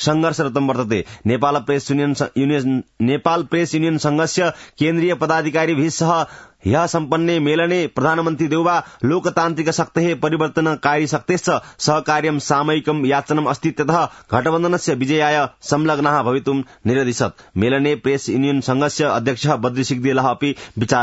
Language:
Sanskrit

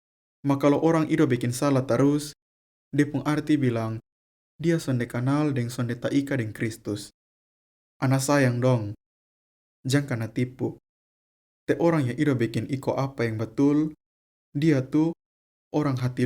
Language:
Kupang Malay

